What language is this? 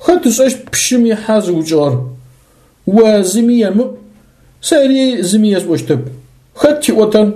Adyghe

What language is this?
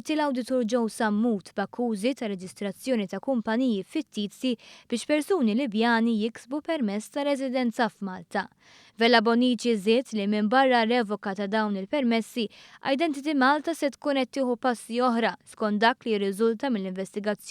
Maltese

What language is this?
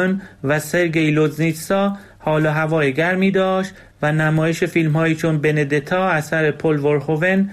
Persian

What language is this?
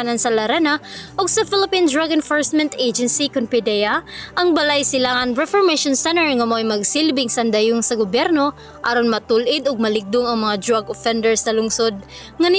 Cebuano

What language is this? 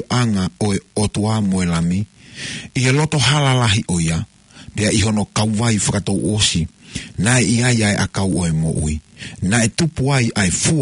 Tongan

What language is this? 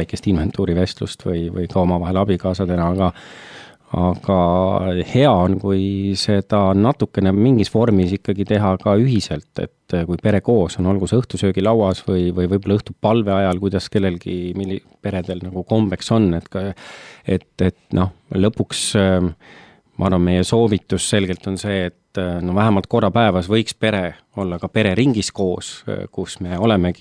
Estonian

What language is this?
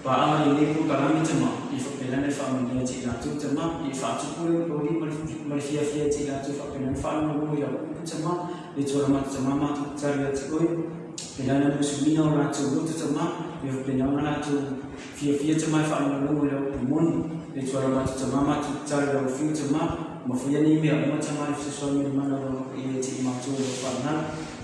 Samoan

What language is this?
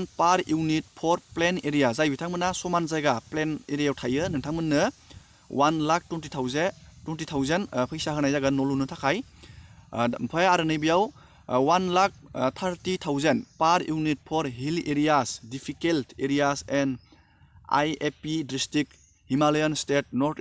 Bodo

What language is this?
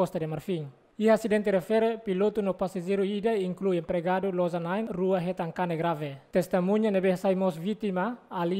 Tetum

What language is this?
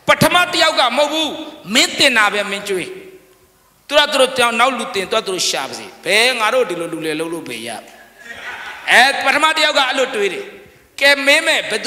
Burmese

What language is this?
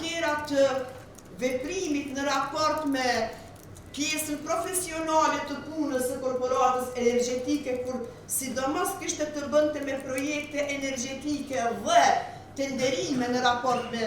Albanian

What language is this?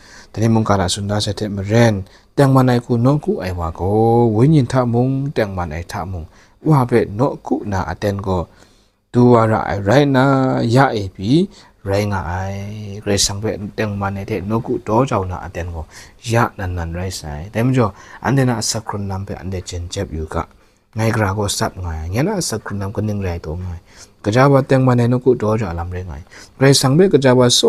Kachin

